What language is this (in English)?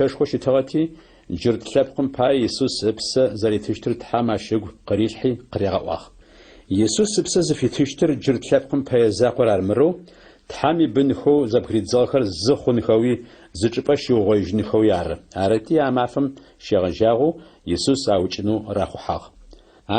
Adyghe